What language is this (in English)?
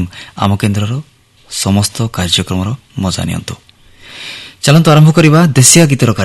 Odia